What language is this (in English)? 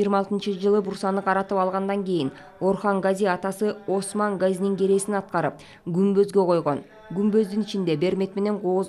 Kyrgyz